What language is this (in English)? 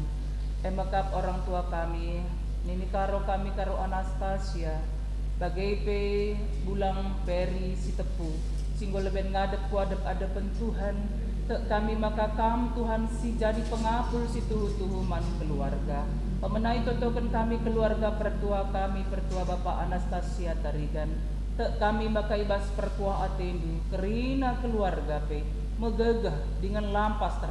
Batak Karo